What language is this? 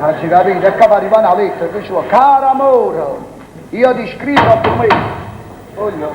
Neapolitan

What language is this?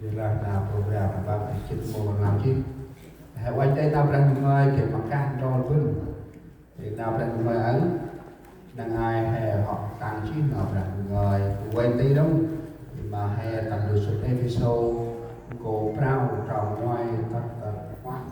Central Mnong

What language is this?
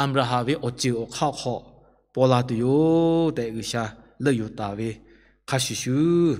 Lahu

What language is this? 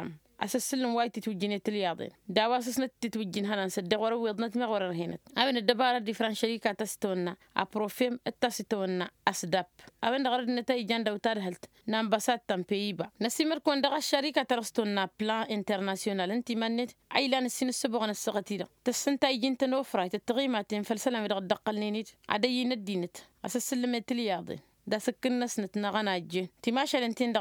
Tamasheq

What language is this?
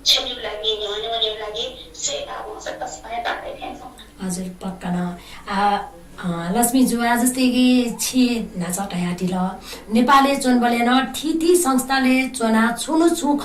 Newari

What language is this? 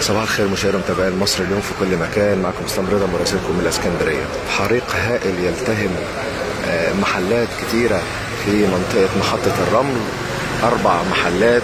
Egyptian Arabic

